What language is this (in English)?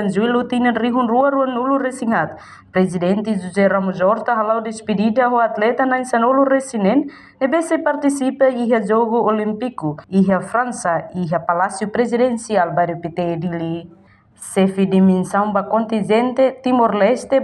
Tetum